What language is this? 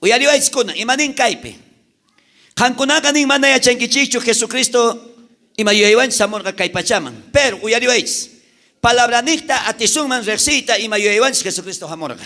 South Bolivian Quechua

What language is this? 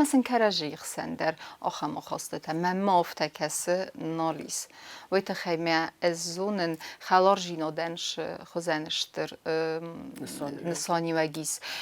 Ossetic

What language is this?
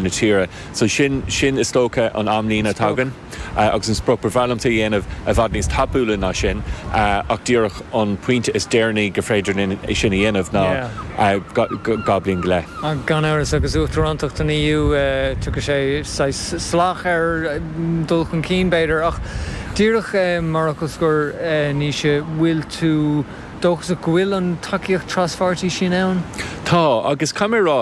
Irish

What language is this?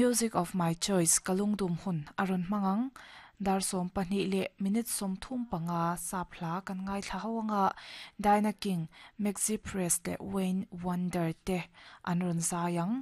Mizo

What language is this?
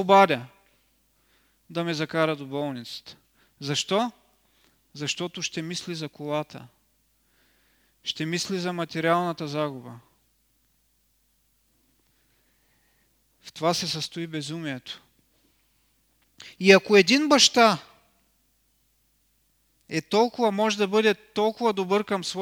Bulgarian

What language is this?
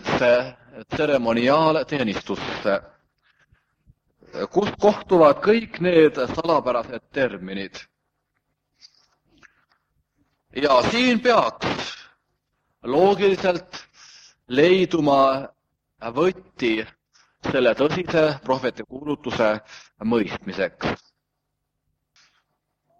Estonian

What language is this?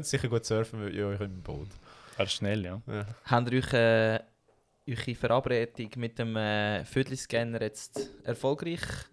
Swiss German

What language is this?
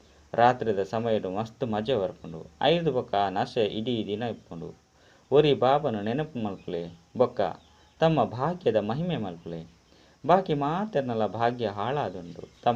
Tulu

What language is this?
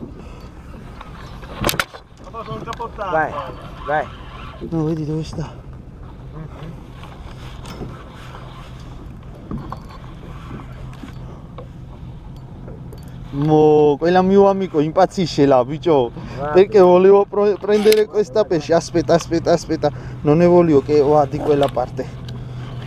Italian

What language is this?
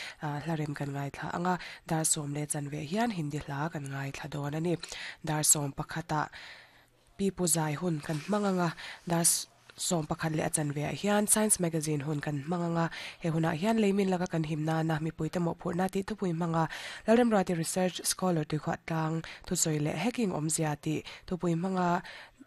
Mizo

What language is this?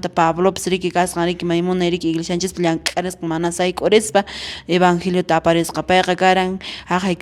Quechua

